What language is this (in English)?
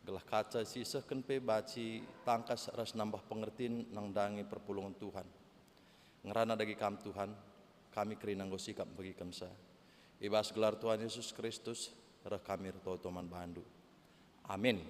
Batak Karo